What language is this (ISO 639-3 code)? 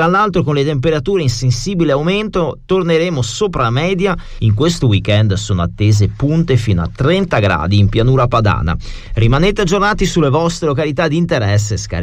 ita